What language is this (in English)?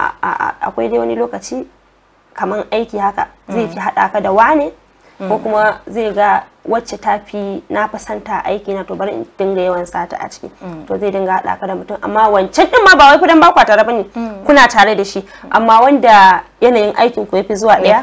Hausa